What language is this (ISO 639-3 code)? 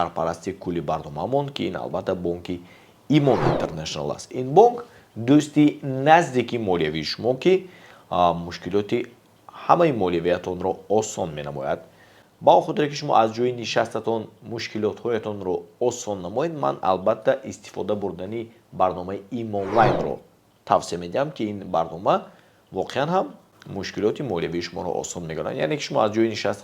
tgk